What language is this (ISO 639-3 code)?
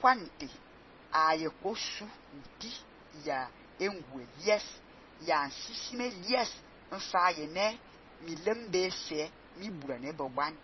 fan